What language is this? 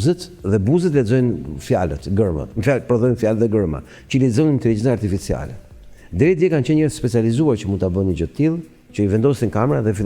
Albanian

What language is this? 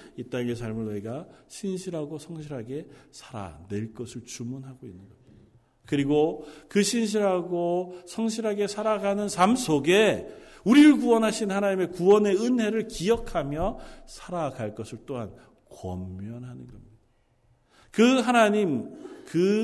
Korean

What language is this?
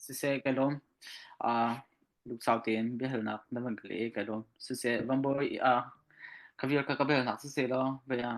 Hakha Chin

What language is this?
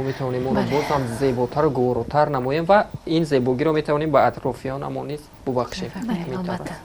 Tajik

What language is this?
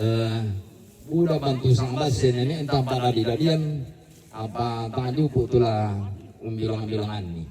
Toraja-Sa'dan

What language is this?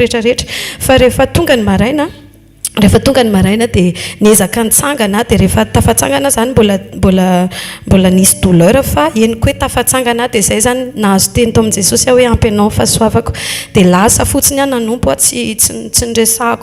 Malagasy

